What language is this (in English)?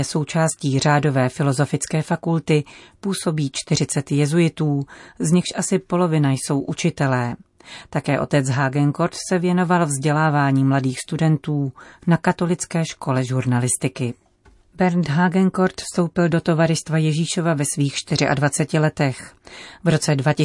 Czech